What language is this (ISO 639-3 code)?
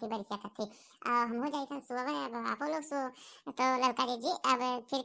awa